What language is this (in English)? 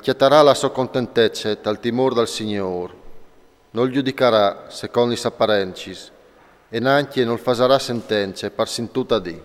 Friulian